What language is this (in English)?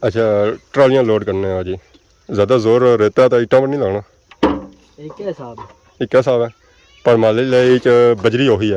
Pahari-Potwari